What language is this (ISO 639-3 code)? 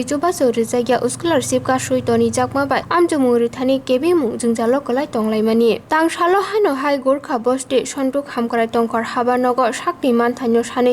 trp